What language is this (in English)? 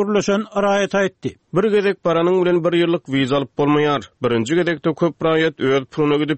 Turkmen